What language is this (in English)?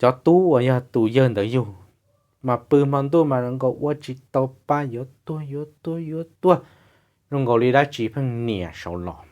Hmong